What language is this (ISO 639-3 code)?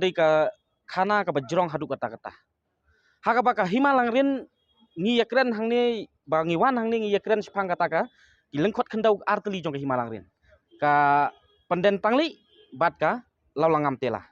kha